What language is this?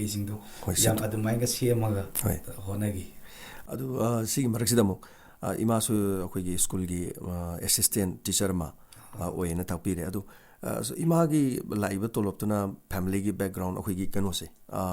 Manipuri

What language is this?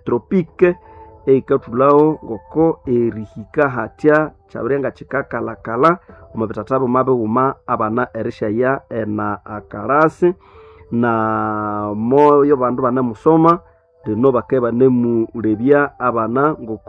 Nande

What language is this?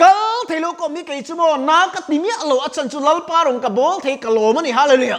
Mizo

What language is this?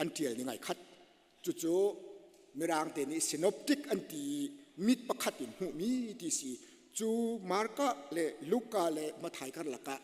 Hakha Chin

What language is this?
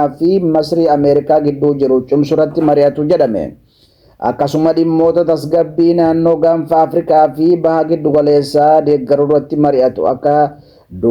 Oromo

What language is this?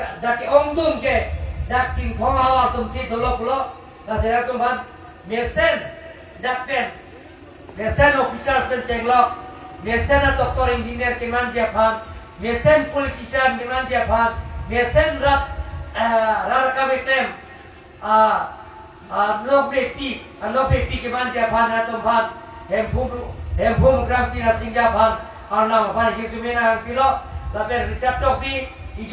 Karbi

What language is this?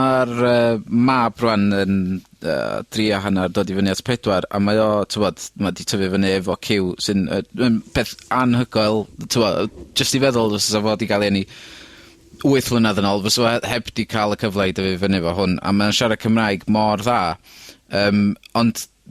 Welsh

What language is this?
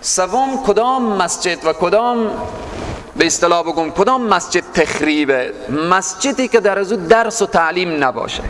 Persian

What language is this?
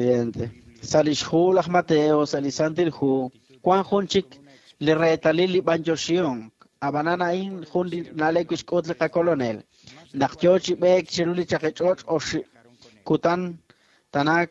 Kekchí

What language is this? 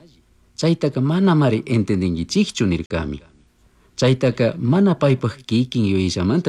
Chimborazo Highland Quichua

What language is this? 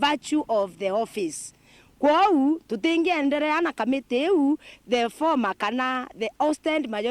Meru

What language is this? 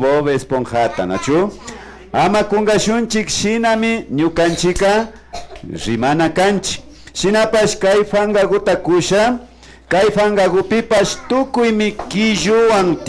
Imbabura Highland Quichua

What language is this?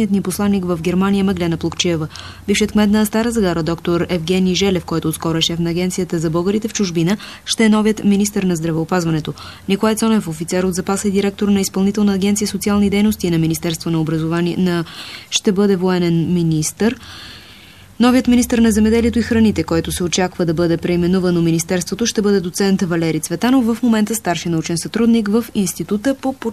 Bulgarian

